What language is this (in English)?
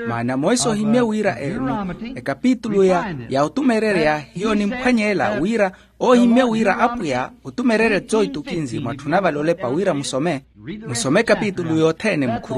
Makhuwa